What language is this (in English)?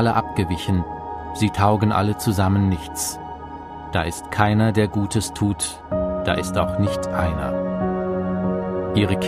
German